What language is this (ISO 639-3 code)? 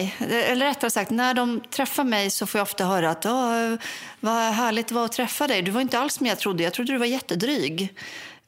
swe